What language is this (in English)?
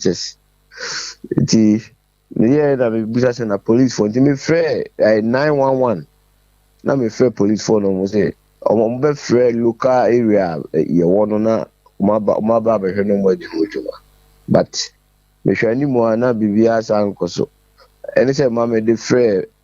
Akan